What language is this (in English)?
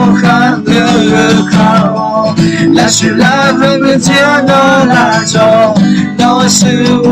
Akha